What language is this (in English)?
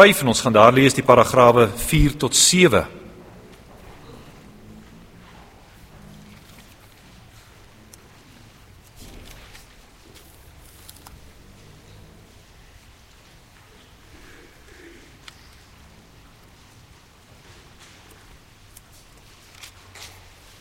Afrikaans